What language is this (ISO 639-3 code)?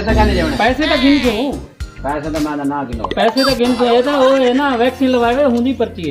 skr